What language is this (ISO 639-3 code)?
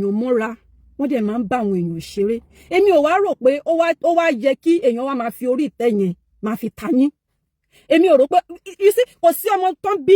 yor